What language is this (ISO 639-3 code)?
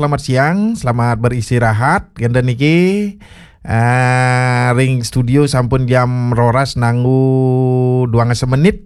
ban